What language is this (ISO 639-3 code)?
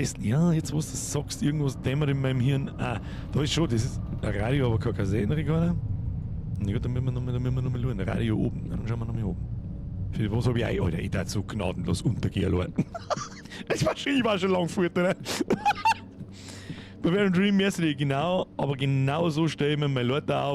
bar